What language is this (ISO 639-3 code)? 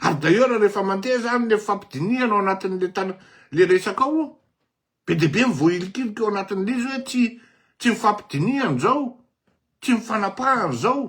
mlg